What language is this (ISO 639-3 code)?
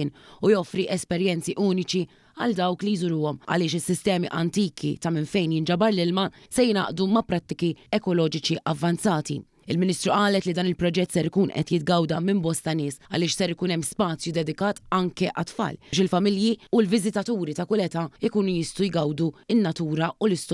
mlt